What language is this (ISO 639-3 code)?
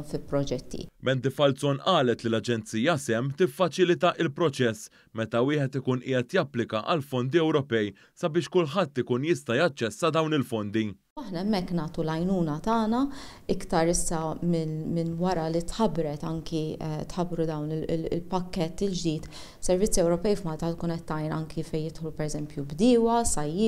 mlt